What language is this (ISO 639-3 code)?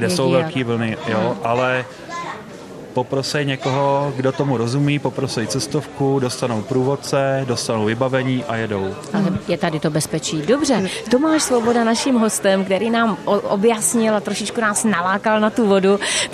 ces